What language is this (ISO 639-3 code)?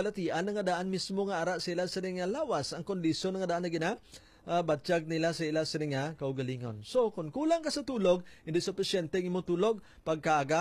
hil